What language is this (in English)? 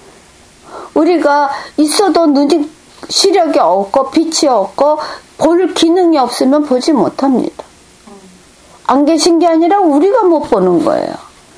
Korean